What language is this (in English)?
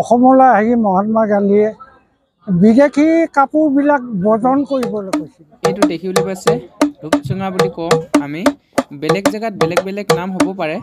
Assamese